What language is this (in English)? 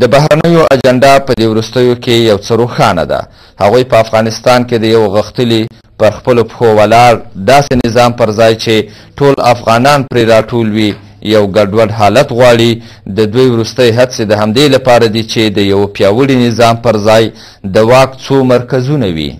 Pashto